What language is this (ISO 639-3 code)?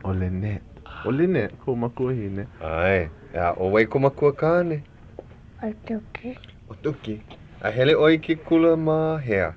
haw